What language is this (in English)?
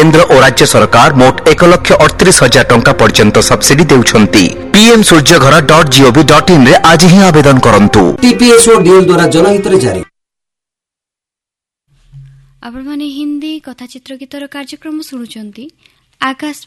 Odia